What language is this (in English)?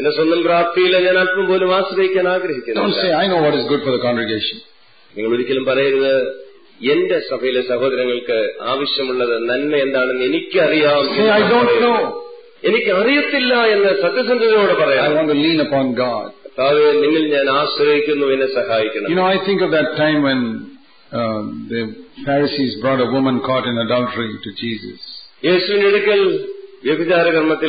Malayalam